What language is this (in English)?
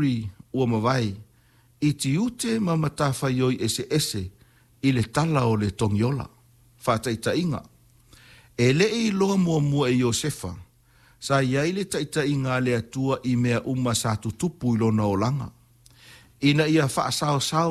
Samoan